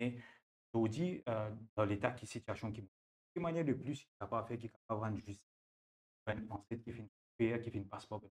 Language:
Morisyen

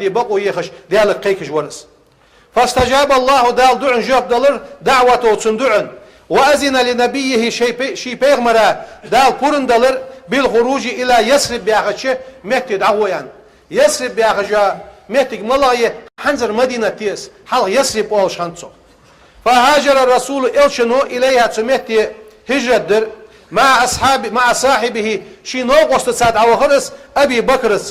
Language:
Ingush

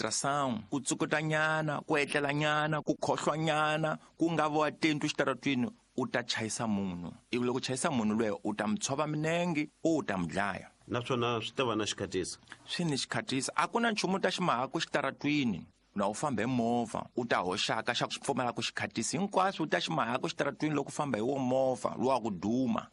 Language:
Tsonga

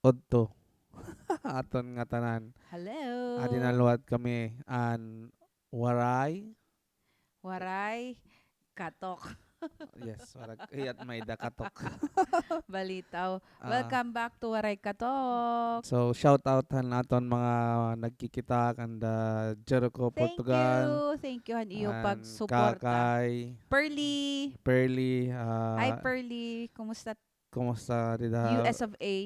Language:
Waray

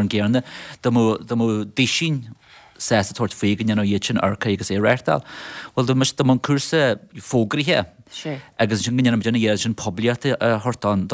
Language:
Irish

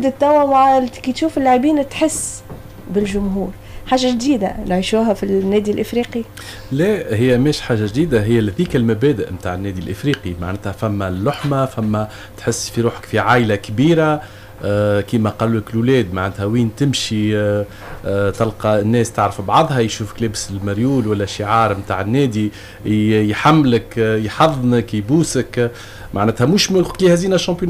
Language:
Tunisian Arabic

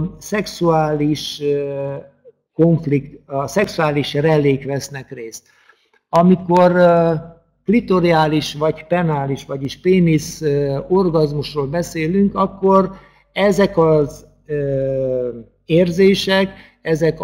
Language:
Hungarian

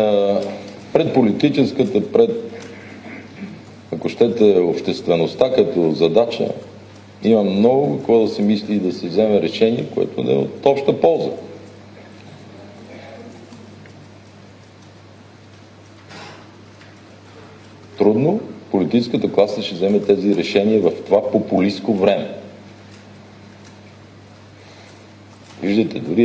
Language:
Bulgarian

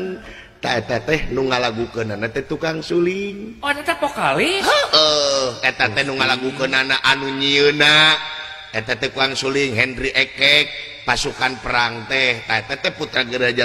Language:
Sundanese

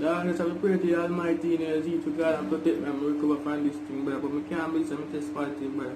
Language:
Jamaican Creole English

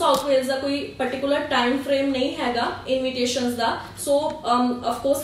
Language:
Punjabi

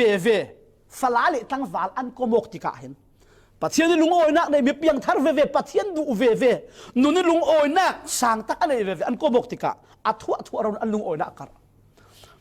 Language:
Falam Chin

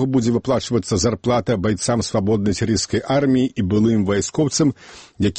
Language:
Belarusian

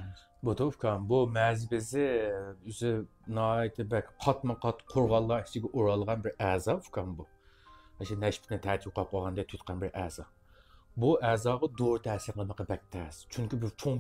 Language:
Uyghur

